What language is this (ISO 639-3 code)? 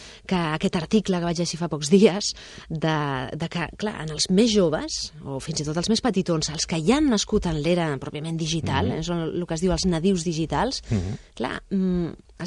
cat